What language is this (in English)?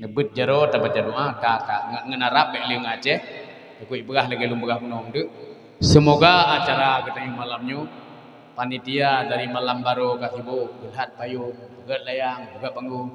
Achinese